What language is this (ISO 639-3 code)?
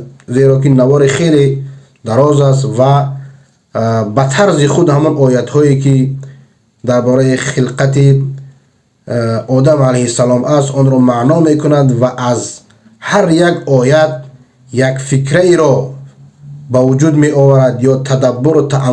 fas